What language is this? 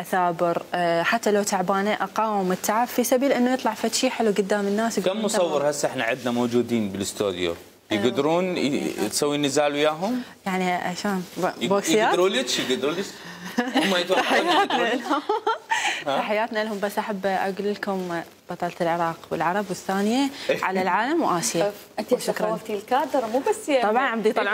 Mesopotamian Arabic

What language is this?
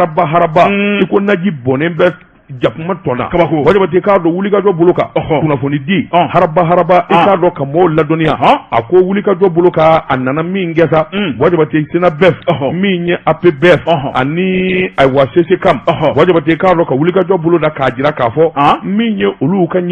Bambara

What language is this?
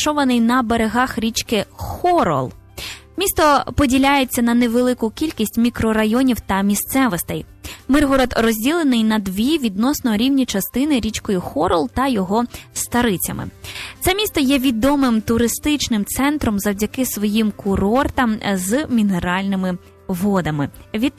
Ukrainian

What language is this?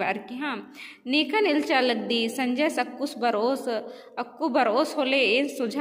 Kurukh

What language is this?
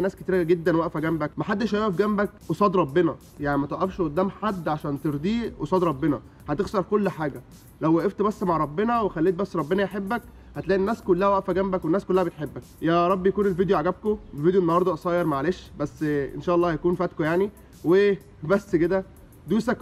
Egyptian Arabic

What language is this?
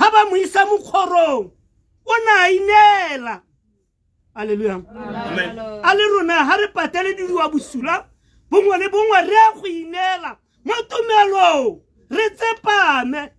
Tswana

